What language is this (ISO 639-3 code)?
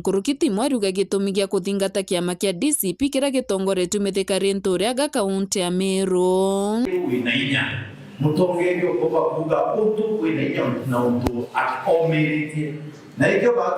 mer